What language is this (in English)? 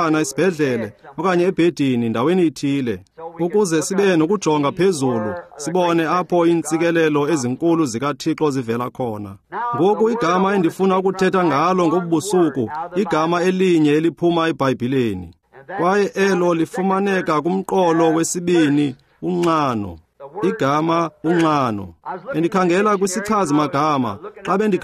Xhosa